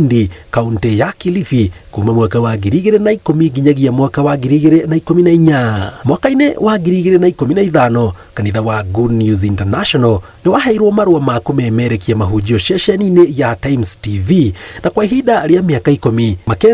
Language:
Kikuyu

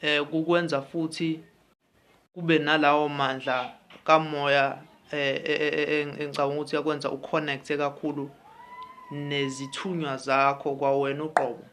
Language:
Zulu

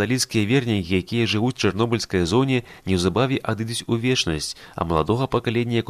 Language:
Belarusian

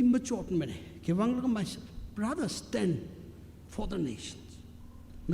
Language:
Tangkhul Naga (India)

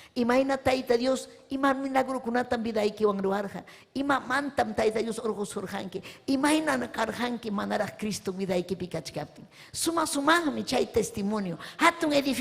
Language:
Ayacucho Quechua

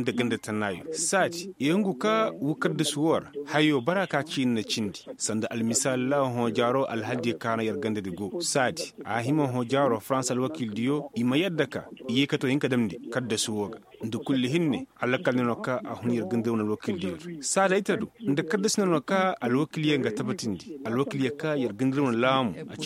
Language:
Koyraboro Senni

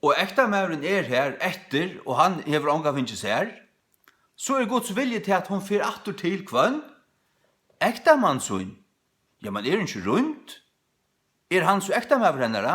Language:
Faroese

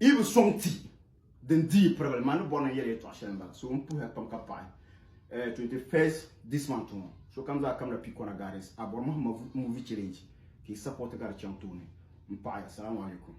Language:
Dagbani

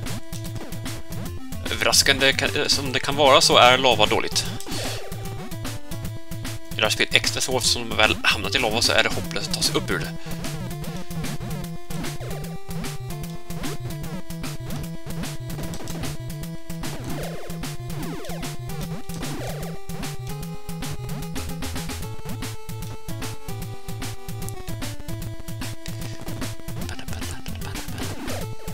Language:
Swedish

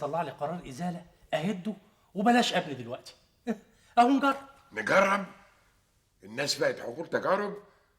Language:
Egyptian Arabic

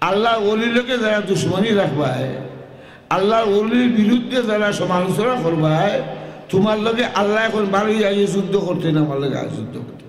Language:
Sylheti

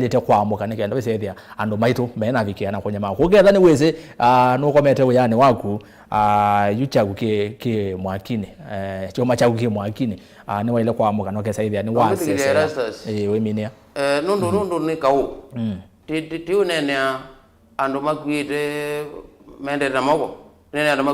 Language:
Kamba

